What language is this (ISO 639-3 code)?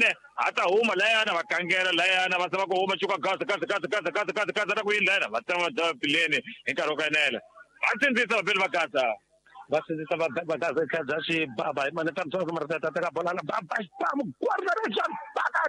tso